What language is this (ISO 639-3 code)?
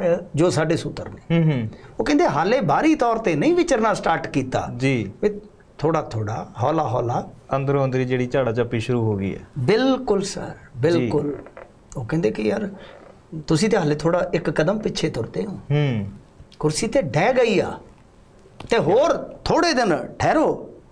pan